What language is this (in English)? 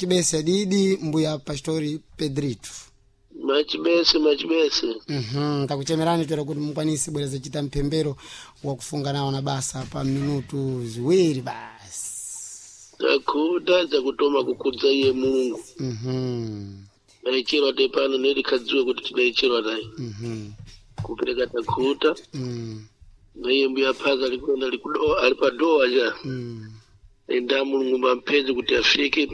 Sena